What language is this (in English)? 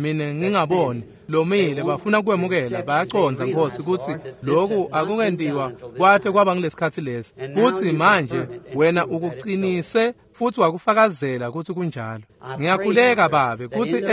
Swati